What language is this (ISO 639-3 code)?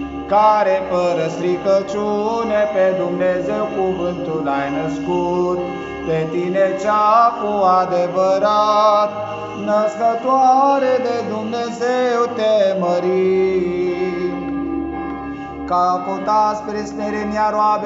ron